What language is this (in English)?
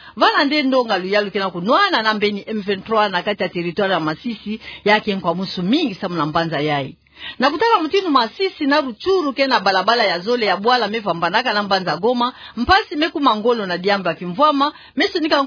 Kituba (Democratic Republic of Congo)